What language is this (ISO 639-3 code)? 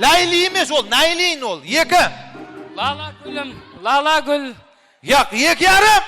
kaa